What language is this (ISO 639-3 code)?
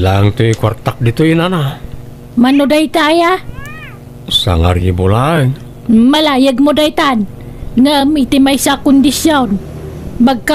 ilo